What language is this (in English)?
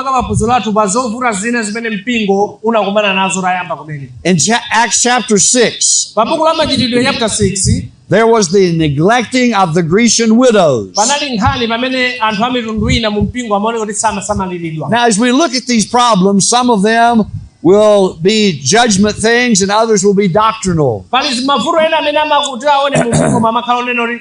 Nyanja